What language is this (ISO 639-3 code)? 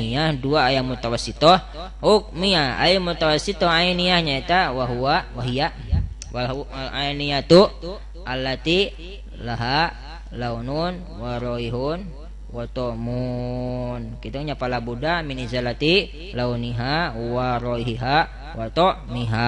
sun